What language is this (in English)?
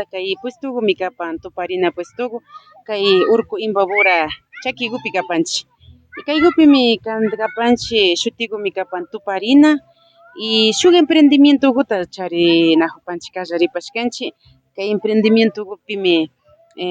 Imbabura Highland Quichua